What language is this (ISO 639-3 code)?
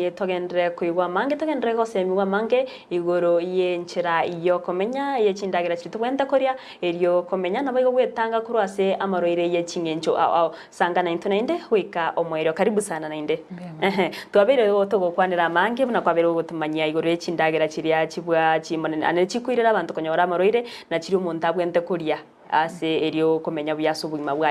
guz